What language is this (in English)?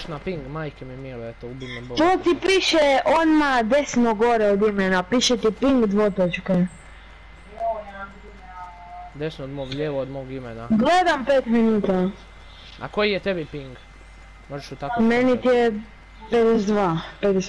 Croatian